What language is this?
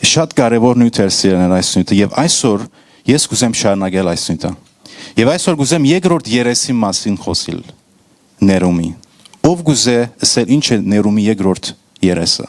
Western Armenian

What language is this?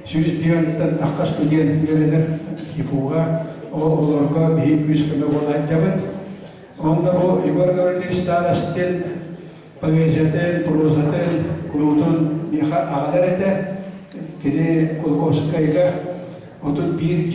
Yakut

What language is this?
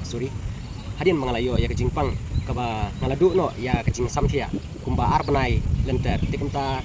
Khasi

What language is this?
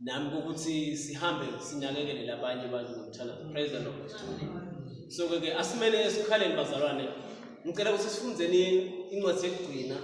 Swati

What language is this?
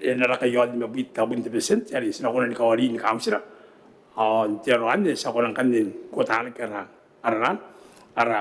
Gilbertese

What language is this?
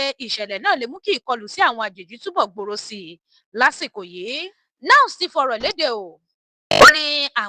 Yoruba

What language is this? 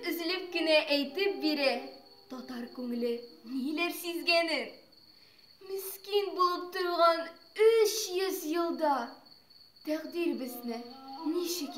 Tatar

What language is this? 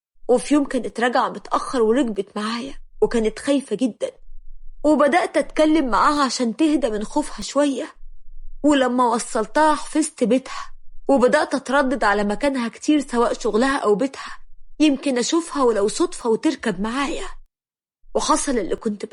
Egyptian Arabic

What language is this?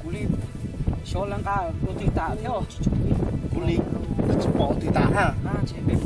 Hmong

